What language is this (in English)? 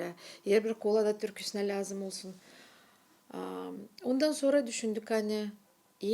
Gagauz